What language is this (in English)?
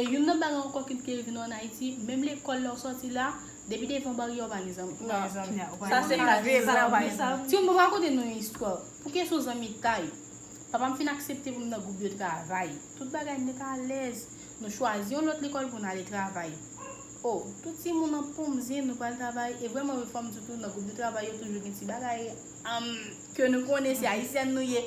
Haitian Creole